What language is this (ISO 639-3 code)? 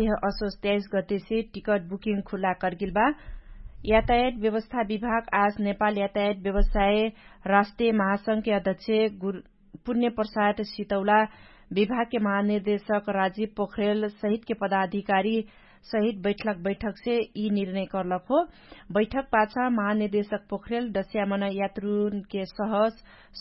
thl